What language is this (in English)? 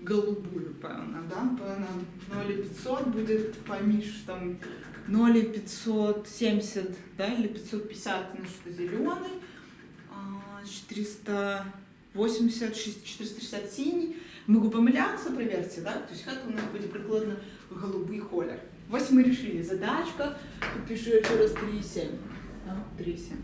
Belarusian